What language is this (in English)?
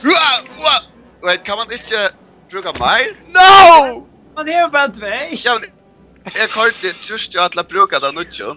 Faroese